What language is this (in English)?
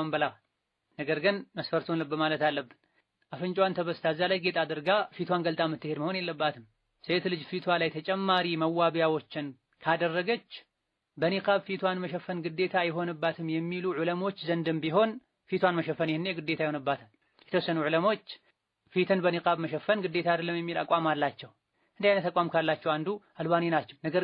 Amharic